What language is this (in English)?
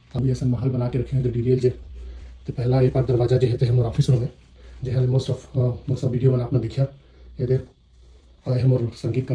Chhattisgarhi